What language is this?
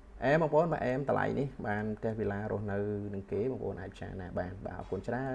Khmer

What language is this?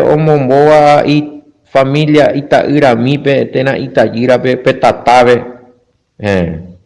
Guarani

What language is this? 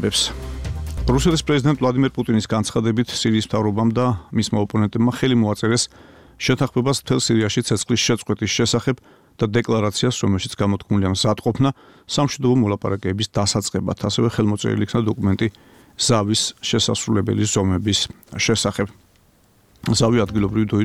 Georgian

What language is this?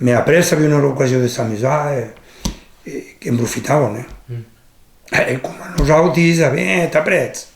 Occitan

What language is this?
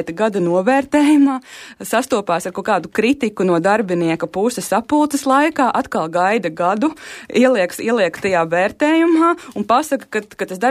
Latvian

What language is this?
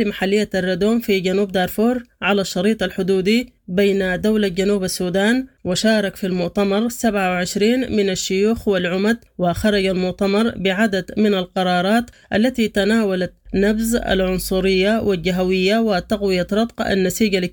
Sudanese Arabic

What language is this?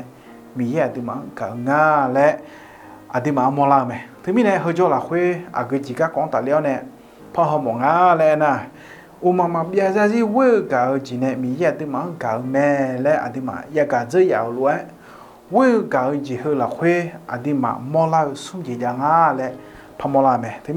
Akha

